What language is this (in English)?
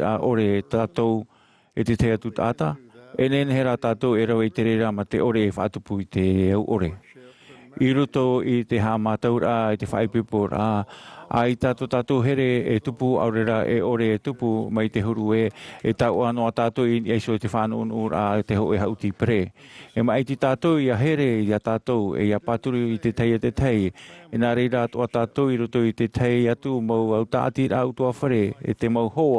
Tahitian